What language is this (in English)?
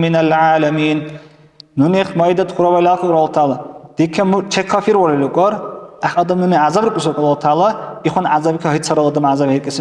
Dargwa